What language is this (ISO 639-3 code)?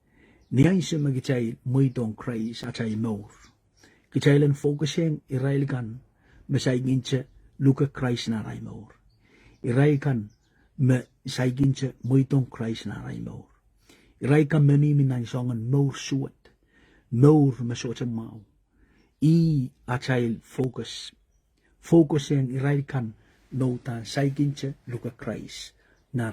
pon